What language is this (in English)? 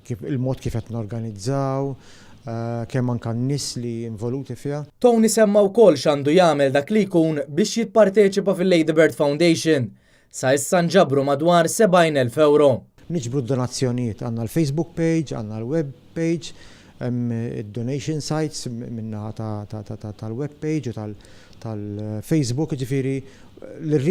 Maltese